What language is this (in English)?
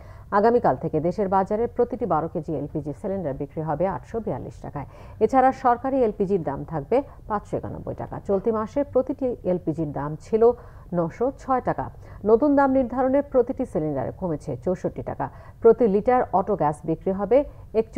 Bangla